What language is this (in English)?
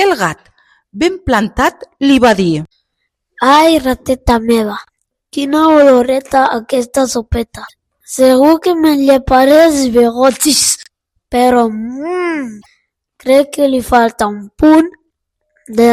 Catalan